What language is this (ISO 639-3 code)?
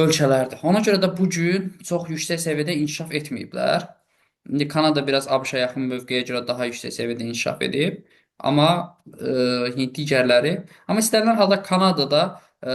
aze